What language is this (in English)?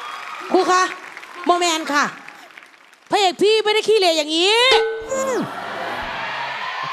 Thai